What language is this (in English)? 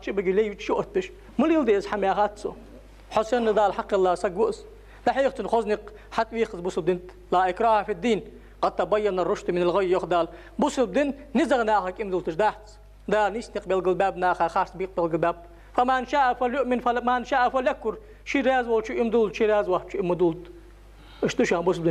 Ingush